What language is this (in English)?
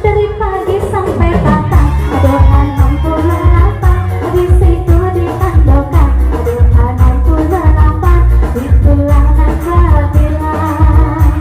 Minangkabau